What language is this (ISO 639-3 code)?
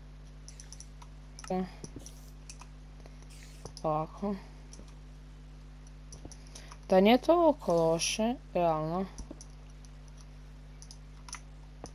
hrv